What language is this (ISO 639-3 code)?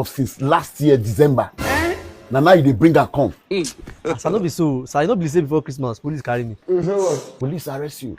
pcm